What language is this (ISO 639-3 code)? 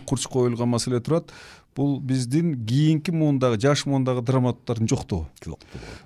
kir